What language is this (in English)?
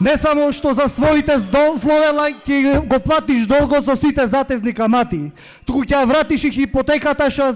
Macedonian